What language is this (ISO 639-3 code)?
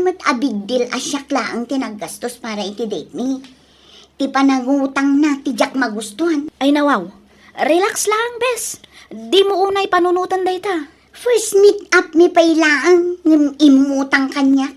ilo